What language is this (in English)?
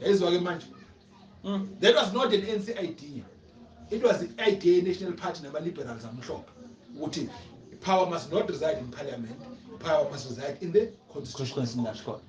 Zulu